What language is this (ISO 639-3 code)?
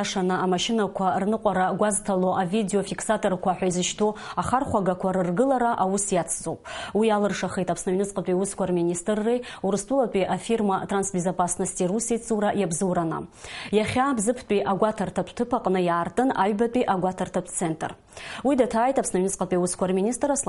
abk